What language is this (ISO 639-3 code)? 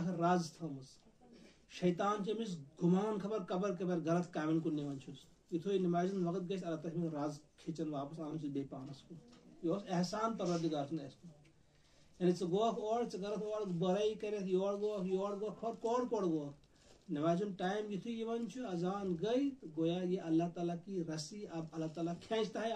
kas